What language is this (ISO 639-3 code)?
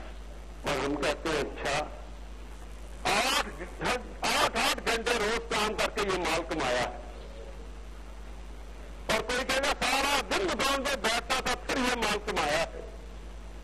urd